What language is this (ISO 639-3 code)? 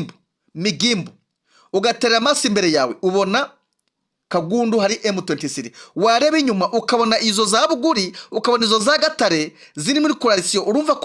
kin